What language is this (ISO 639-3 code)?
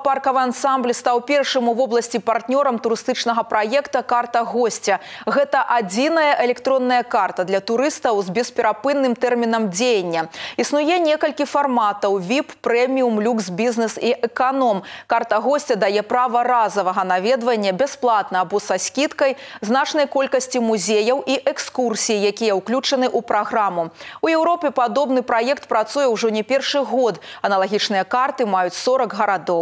bel